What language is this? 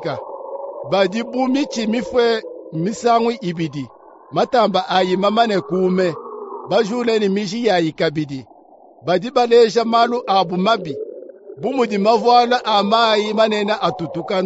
Luba-Lulua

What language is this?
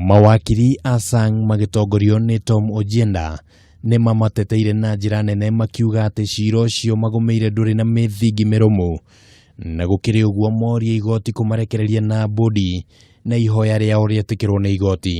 Kikuyu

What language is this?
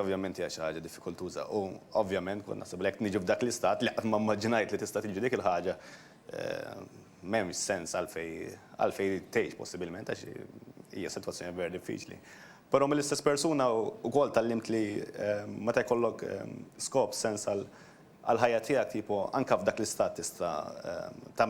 Maltese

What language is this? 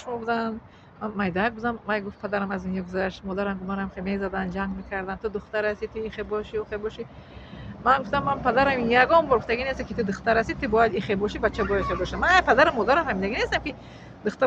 Tajik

